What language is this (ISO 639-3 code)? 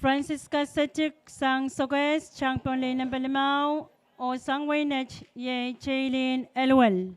pon